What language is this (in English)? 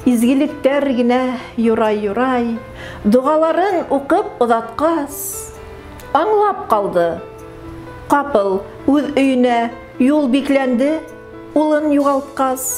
Bashkir